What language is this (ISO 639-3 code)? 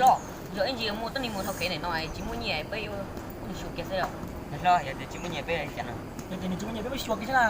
hmn